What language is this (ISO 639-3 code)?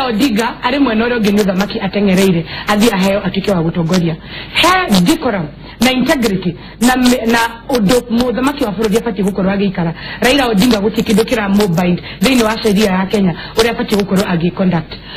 kik